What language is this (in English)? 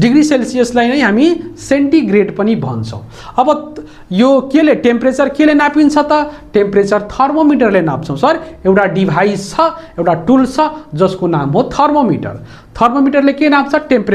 Nepali